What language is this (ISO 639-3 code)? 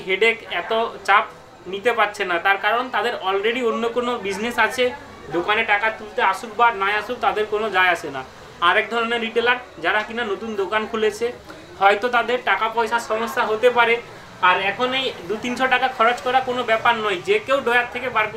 ben